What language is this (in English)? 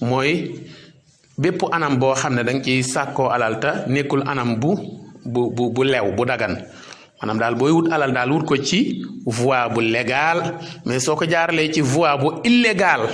Wolof